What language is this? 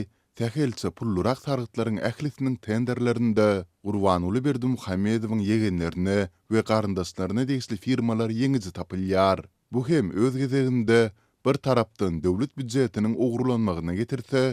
Turkmen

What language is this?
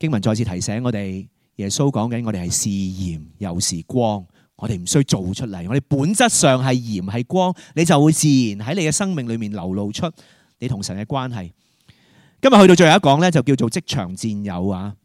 Cantonese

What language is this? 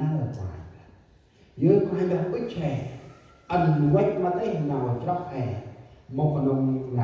Central Mnong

